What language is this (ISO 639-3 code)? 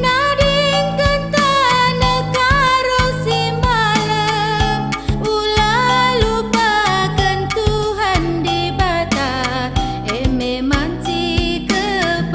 btx